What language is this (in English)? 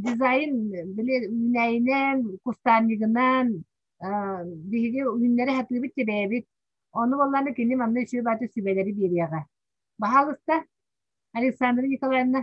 Yakut